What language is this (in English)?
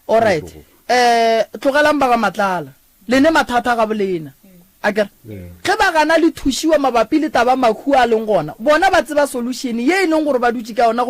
Northern Sotho